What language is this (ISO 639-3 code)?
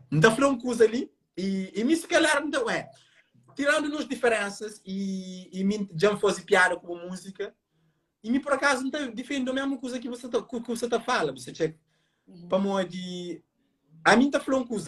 kea